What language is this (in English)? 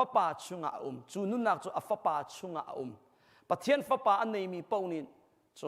Hakha Chin